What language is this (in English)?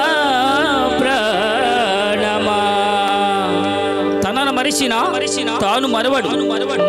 Telugu